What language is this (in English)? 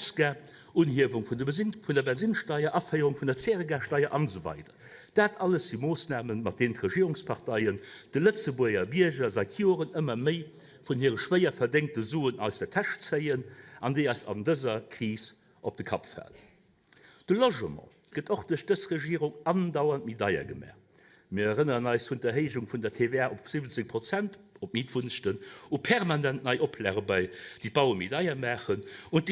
Luxembourgish